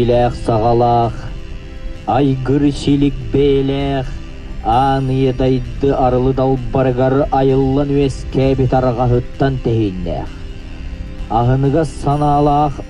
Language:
Yakut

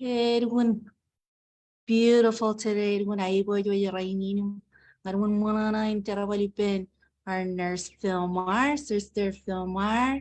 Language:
Marshallese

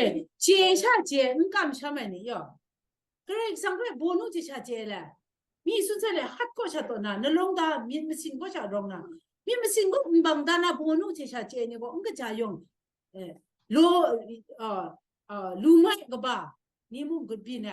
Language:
Kachin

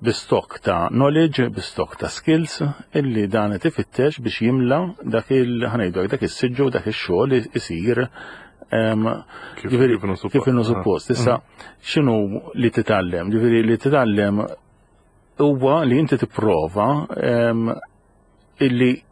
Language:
Maltese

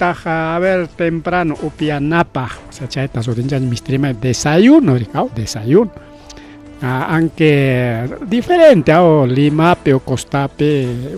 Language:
Ayacucho Quechua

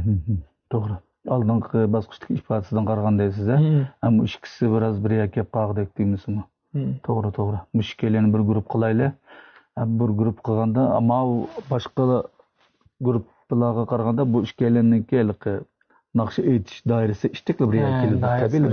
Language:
Uyghur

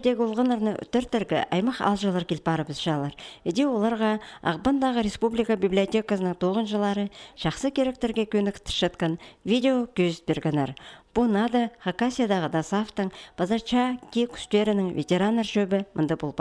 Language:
Khakas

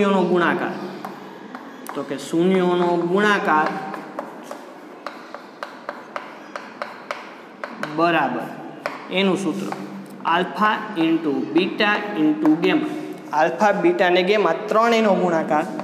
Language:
Gujarati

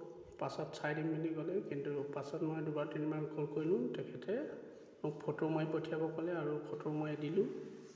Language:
Assamese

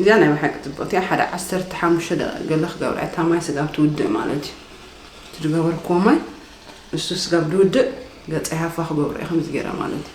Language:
Tigrinya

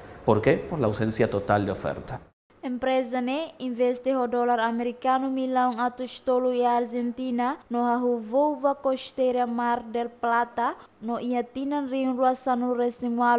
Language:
Tetum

